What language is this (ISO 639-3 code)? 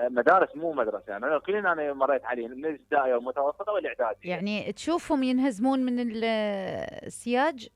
acm